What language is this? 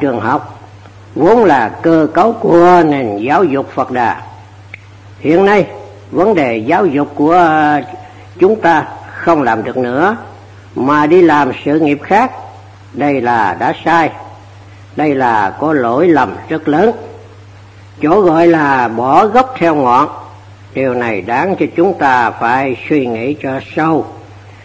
Vietnamese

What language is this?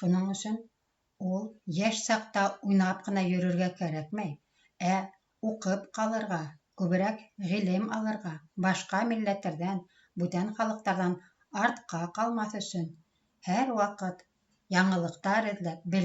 Bashkir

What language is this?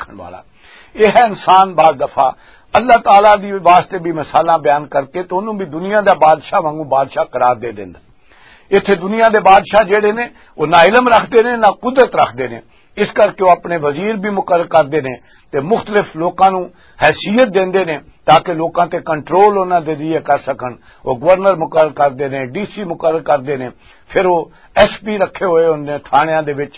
Western Panjabi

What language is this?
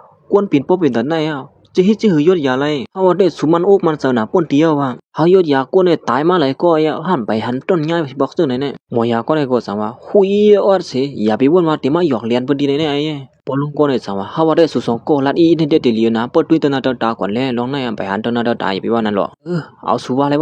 Shan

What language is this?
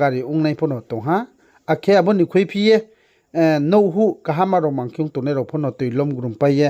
Riang (India)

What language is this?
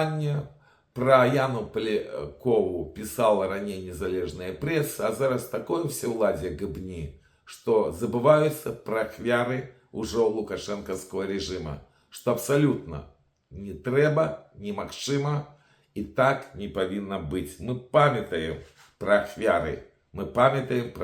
Belarusian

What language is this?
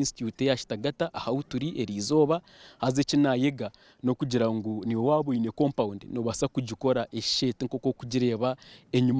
Nyankole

